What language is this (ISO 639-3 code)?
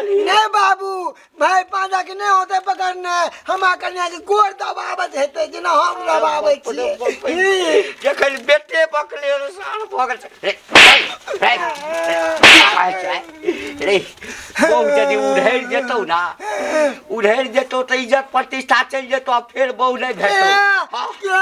mai